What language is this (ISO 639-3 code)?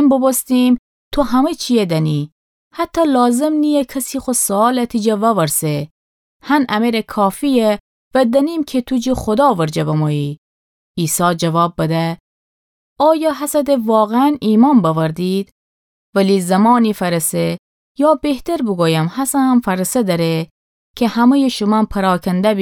glk